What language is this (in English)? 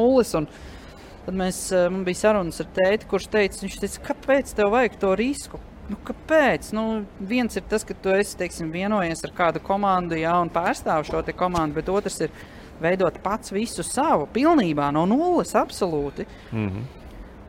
Latvian